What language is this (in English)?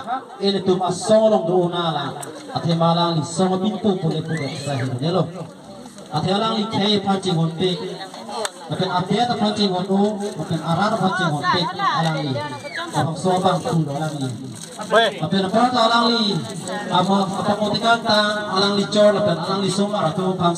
Karbi